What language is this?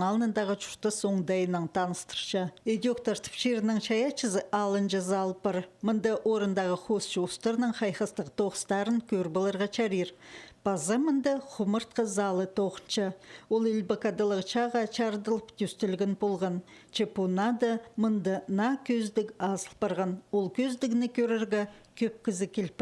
Khakas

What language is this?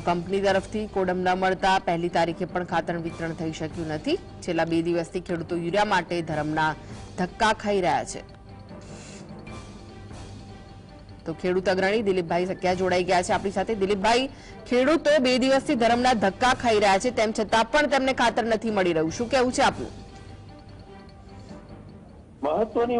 Gujarati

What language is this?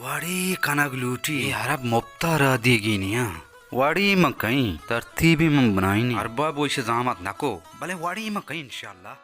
Baluchi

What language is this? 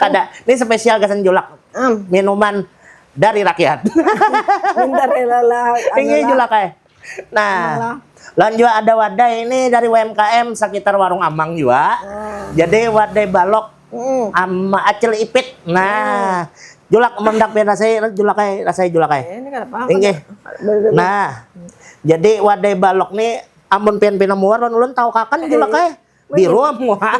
Banjar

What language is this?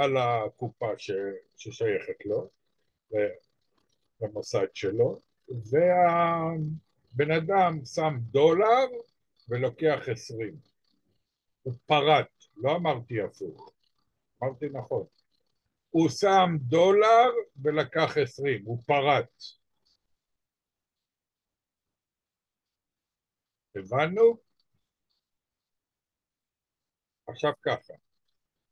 Hebrew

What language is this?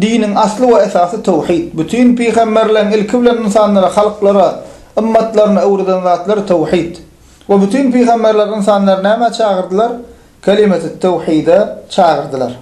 Turkmen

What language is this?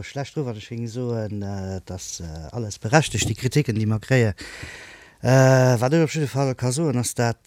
Luxembourgish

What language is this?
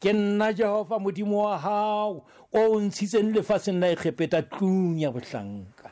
Southern Sotho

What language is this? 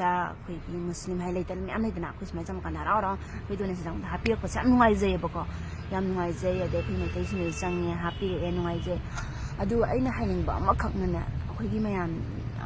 Manipuri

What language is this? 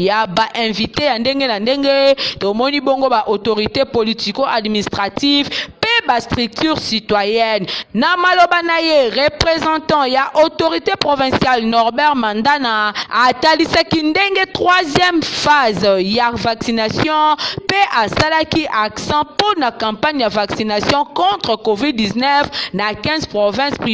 Lingala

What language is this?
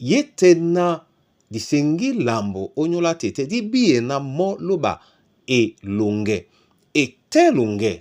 Duala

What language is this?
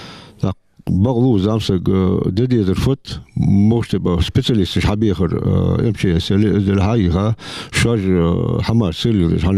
Ingush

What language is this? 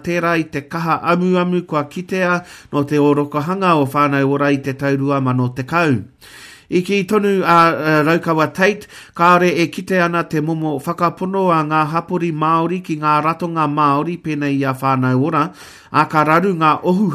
Māori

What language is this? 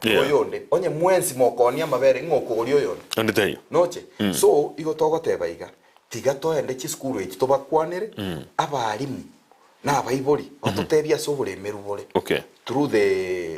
Gusii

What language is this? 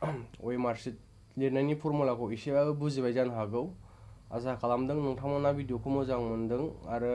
Bodo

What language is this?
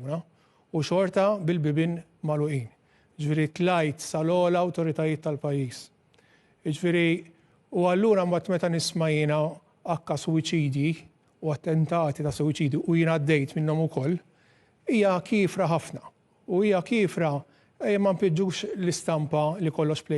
Maltese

